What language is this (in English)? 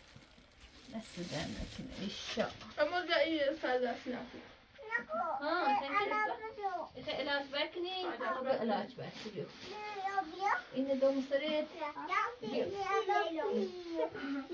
Persian